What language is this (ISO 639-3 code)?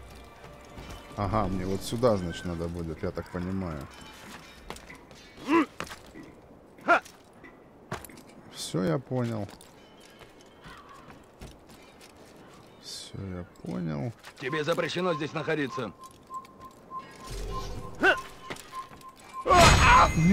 rus